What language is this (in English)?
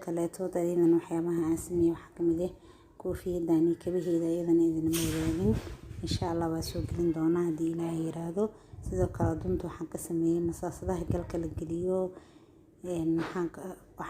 Somali